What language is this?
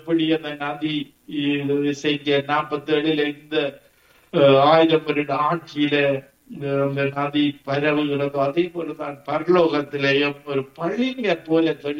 Tamil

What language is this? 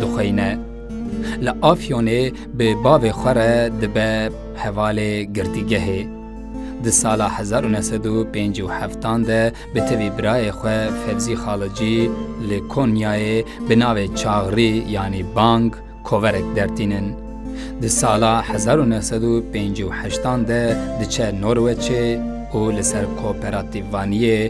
Kurdish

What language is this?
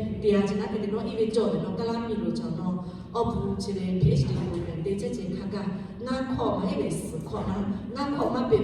Lahu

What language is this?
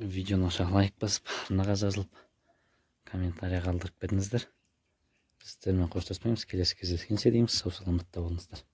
Kazakh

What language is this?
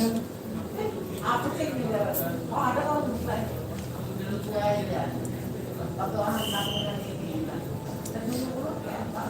Banjar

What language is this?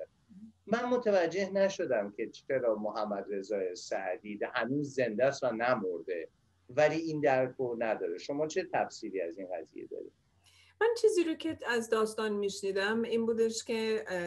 Persian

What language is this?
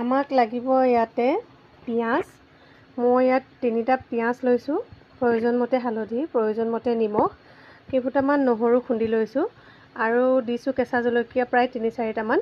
Assamese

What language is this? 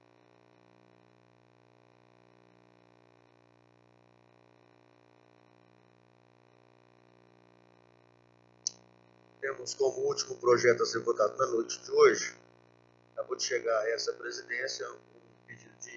Portuguese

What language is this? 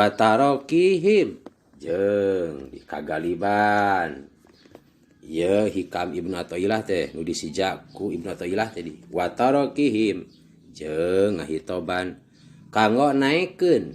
Sundanese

